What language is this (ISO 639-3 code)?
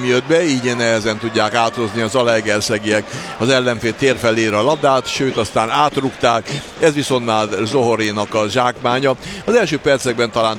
hun